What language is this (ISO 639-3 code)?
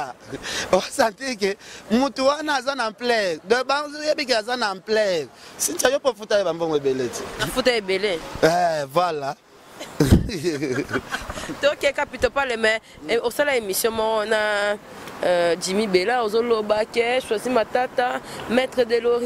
lin